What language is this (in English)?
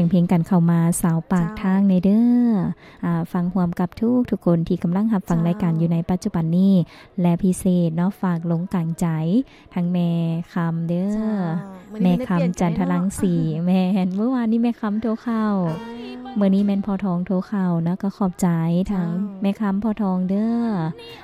Lao